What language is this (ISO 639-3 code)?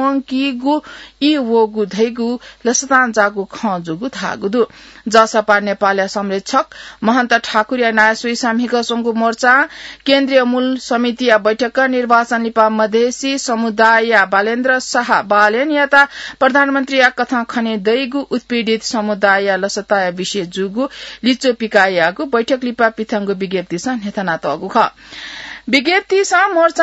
new